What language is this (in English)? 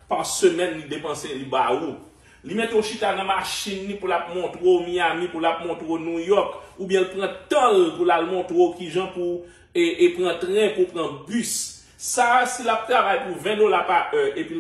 Haitian Creole